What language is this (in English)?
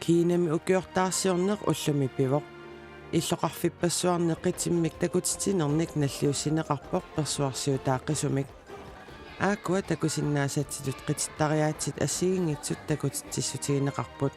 Kalaallisut